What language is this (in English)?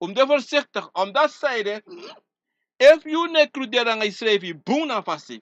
Sranan Tongo